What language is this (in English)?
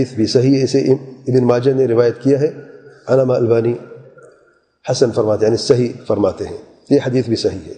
Urdu